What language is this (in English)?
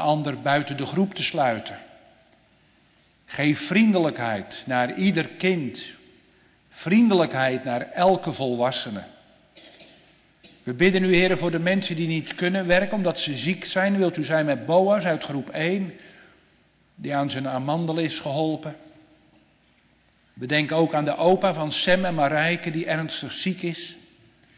Dutch